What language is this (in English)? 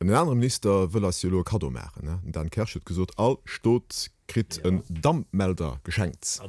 Luxembourgish